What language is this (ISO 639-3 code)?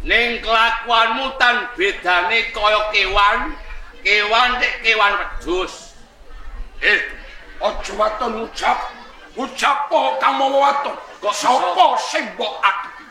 jav